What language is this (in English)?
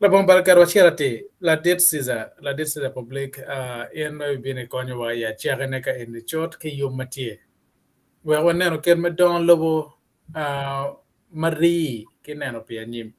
Acoli